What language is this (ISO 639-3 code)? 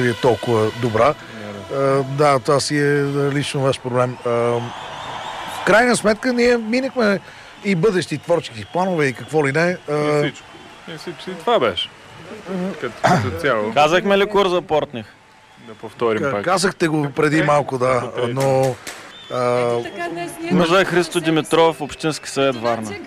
bul